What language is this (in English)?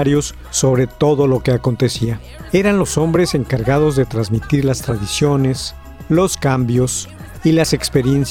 Spanish